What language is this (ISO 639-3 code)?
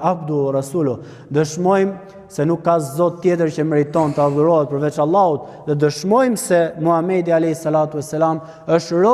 sqi